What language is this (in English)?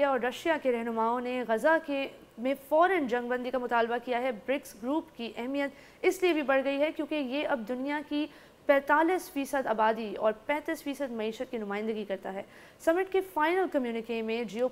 Urdu